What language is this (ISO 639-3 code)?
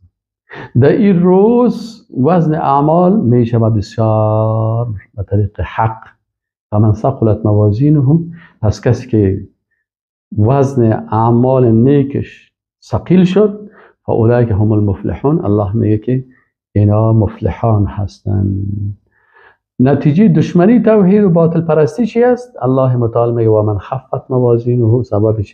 fas